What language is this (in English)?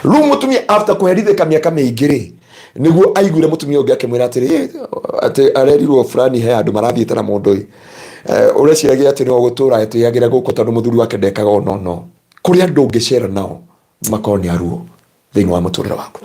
Kikuyu